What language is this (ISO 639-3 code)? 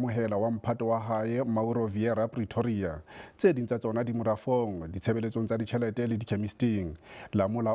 sot